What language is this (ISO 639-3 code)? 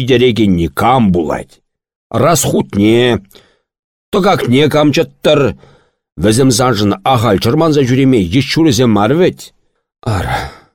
chv